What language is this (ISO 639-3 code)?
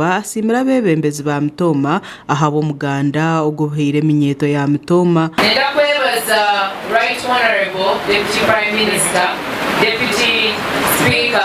nyn